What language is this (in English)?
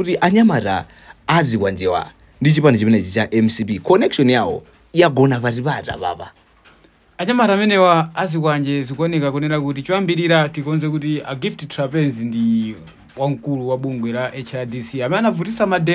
Nyanja